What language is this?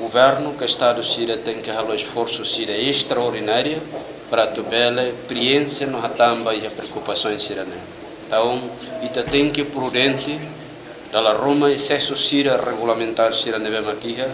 Tetum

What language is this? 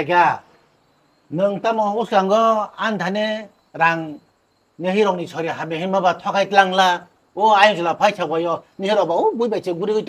Kok Borok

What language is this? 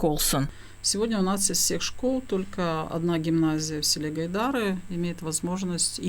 Gagauz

